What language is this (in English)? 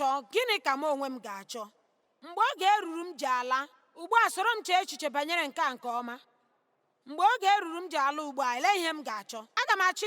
Igbo